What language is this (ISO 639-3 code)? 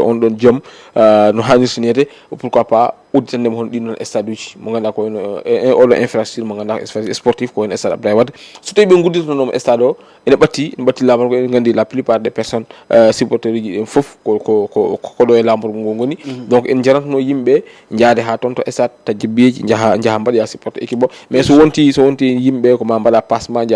ful